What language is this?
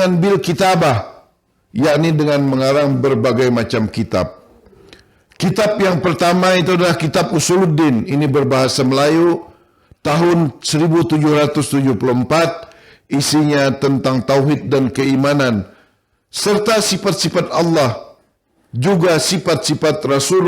Banjar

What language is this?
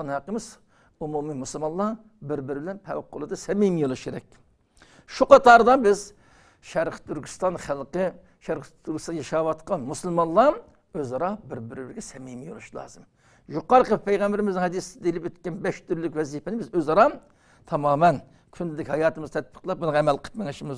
Uyghur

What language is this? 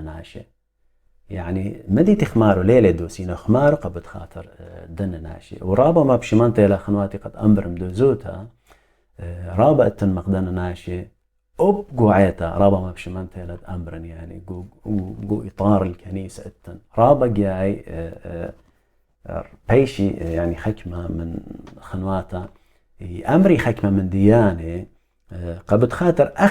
Assyrian Neo-Aramaic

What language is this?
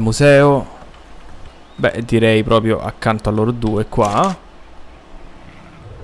Italian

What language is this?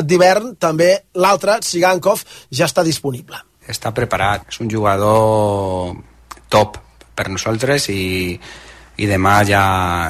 Catalan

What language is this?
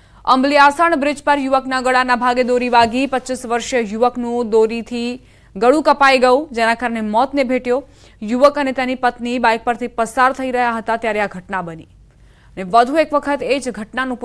Gujarati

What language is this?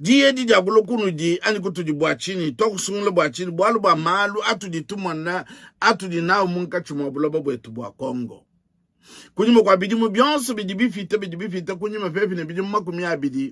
Luba-Lulua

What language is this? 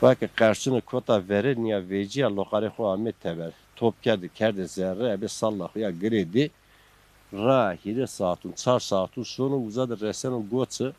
Zaza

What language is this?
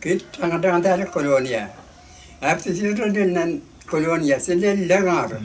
Pohnpeian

